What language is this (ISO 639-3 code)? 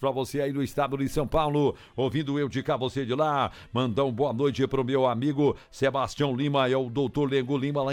por